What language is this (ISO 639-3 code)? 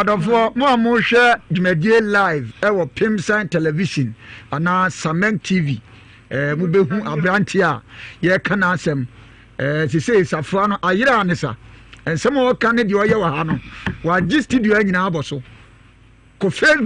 aka